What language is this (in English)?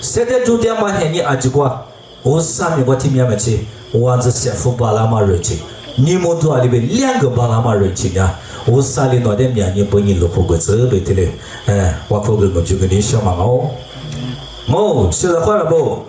Lisu